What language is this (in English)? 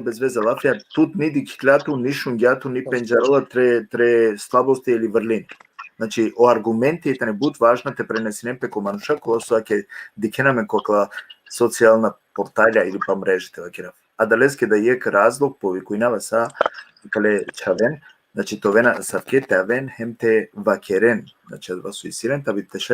Balkan Romani